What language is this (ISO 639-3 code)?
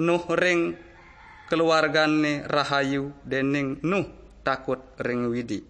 ban